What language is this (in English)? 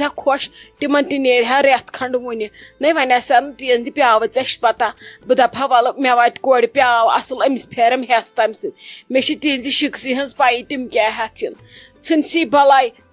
Kashmiri